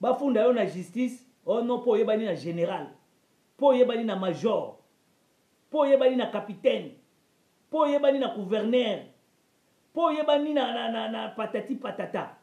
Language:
Lingala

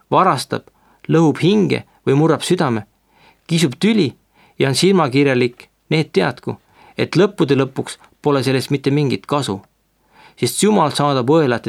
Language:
Estonian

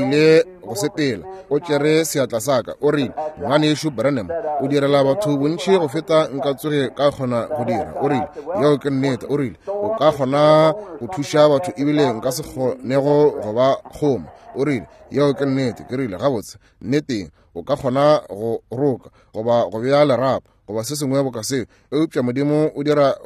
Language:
Northern Sotho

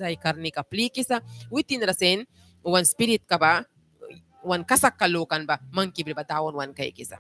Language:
Mískito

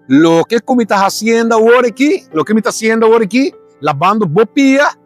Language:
Papiamento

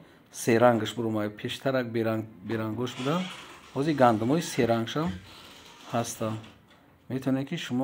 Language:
Tajik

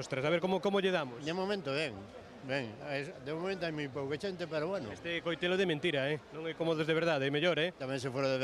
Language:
Galician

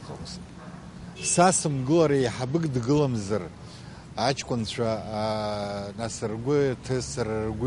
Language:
Abkhazian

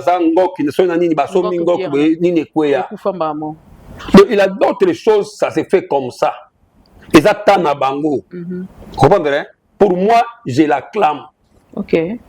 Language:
Lingala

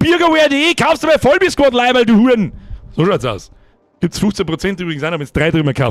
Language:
Bavarian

